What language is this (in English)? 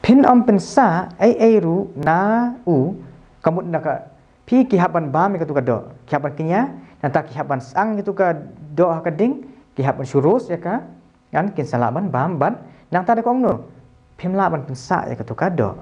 Khasi